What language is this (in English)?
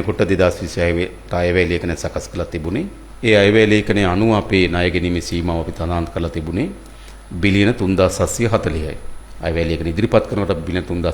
Sinhala